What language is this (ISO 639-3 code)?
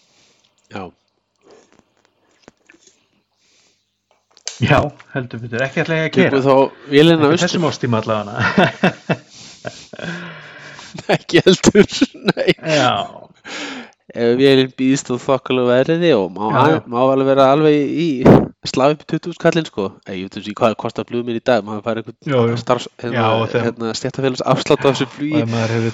isl